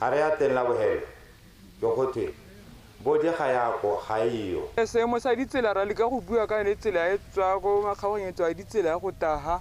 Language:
Tswana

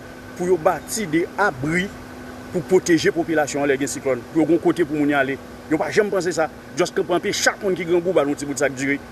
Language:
Haitian Creole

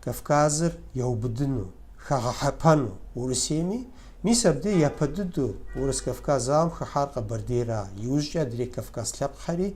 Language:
Kabardian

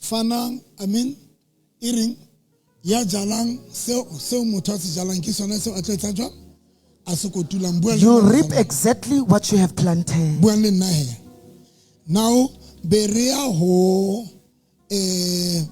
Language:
Southern Sotho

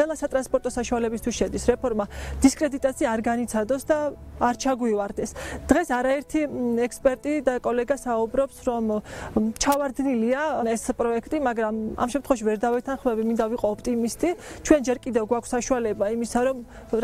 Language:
Georgian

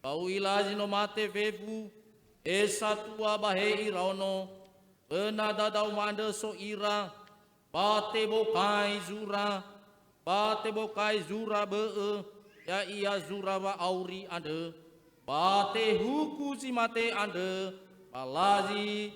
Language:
Nias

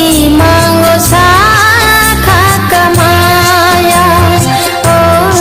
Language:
Kok Borok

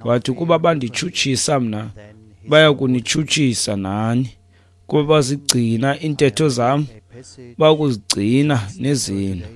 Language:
Xhosa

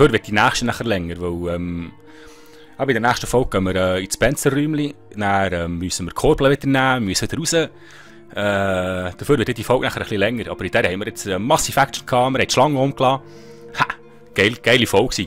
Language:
Swiss German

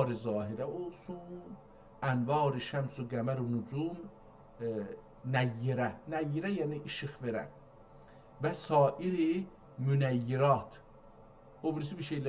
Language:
South Azerbaijani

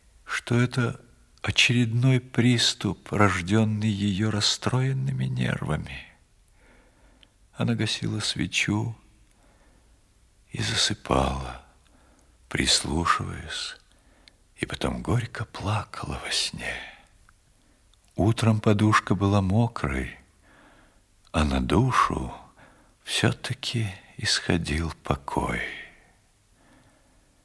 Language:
Russian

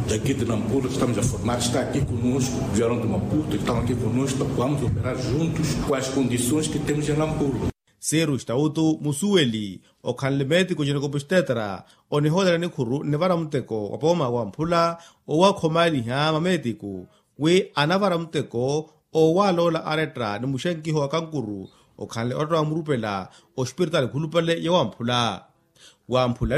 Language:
Makhuwa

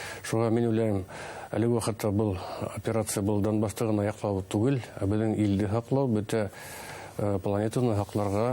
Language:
Bashkir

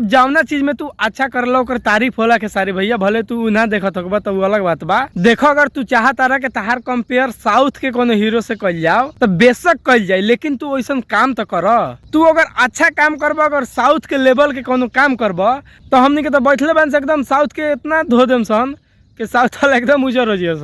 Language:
Bhojpuri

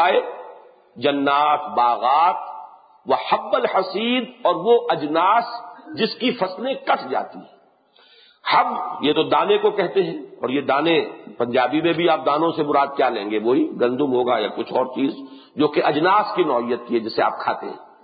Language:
Urdu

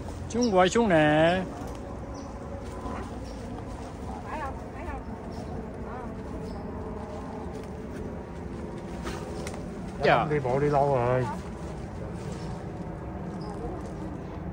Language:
Vietnamese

